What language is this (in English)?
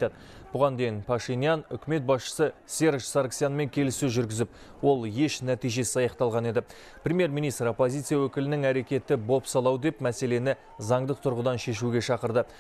Kazakh